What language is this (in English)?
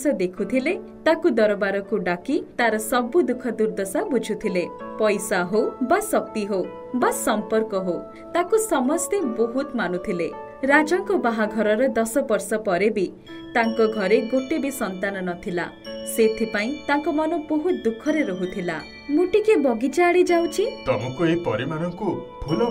Odia